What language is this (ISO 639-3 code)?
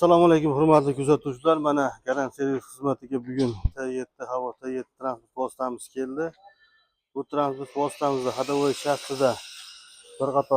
uzb